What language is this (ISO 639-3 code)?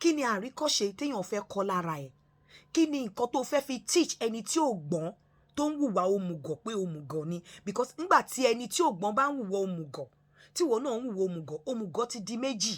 yor